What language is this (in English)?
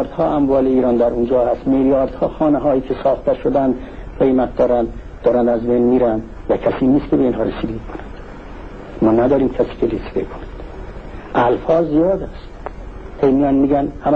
Persian